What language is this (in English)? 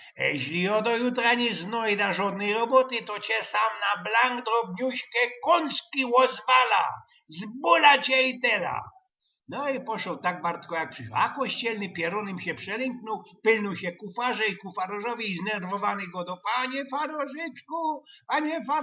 Silesian